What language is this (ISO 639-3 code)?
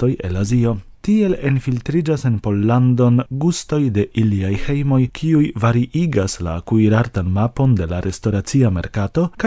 epo